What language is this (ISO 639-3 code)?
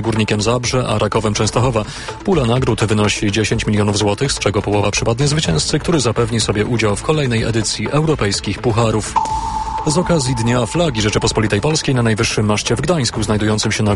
pol